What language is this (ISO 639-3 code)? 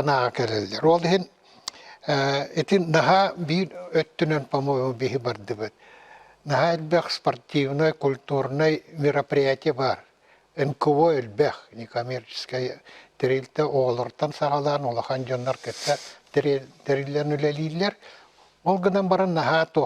sah